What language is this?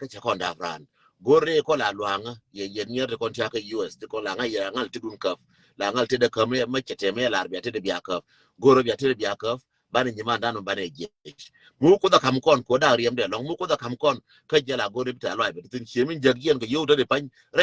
Nuer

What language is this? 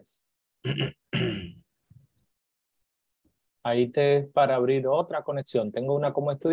Spanish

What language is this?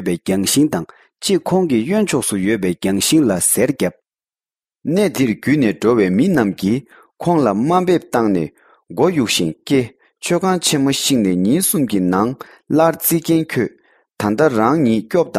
Tibetan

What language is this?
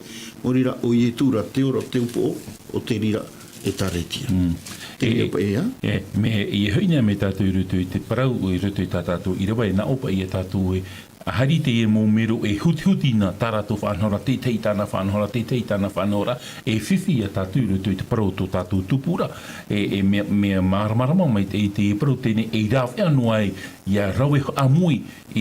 Tahitian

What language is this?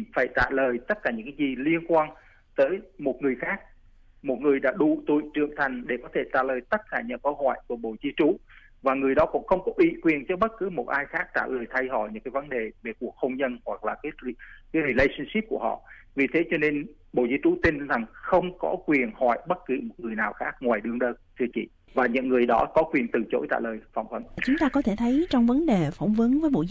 Vietnamese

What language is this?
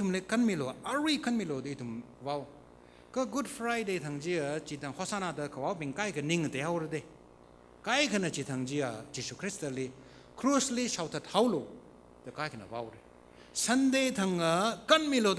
Tangkhul Naga (India)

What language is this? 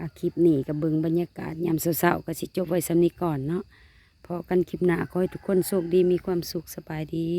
Lao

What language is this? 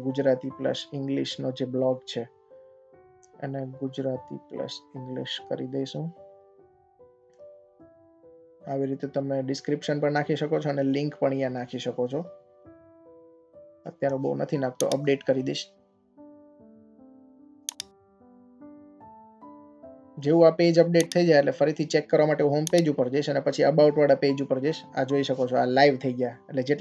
Gujarati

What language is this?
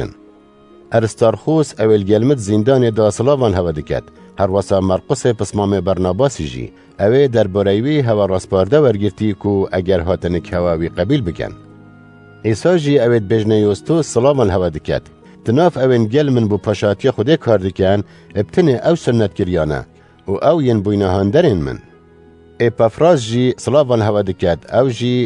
Kurdish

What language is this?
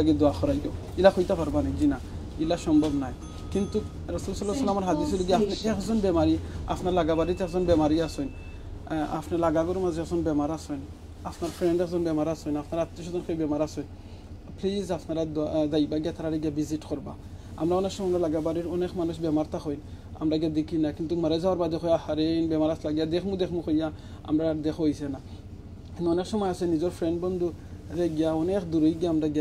Sylheti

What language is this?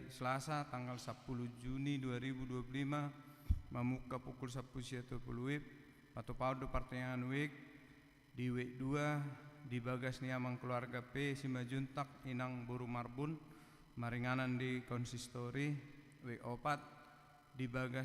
Batak Toba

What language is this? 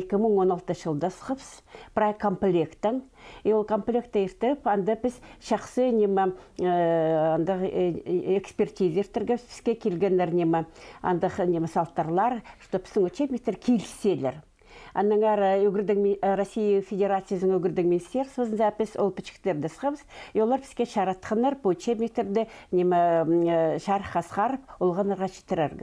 Khakas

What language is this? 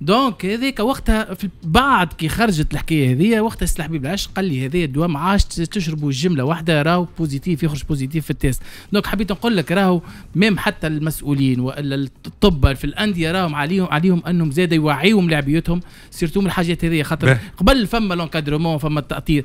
Tunisian Arabic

